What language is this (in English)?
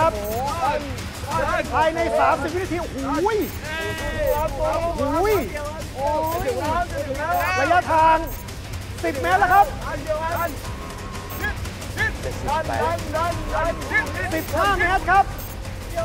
Thai